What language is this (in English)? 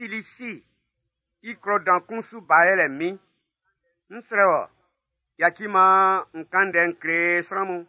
Baoulé